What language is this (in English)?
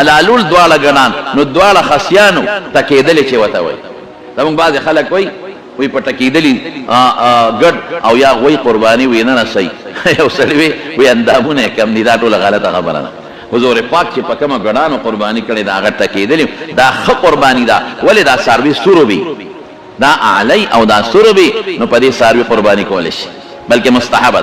Pashto